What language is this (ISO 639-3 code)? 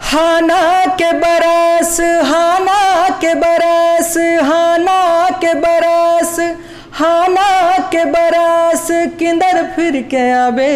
hne